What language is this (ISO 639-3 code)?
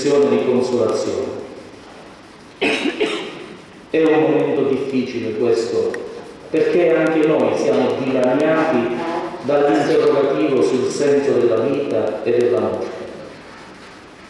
ita